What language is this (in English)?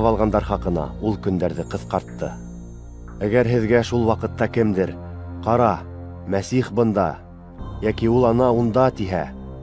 Bashkir